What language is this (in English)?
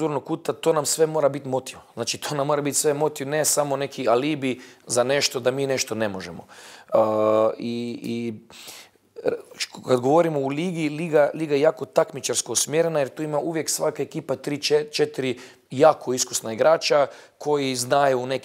Bosnian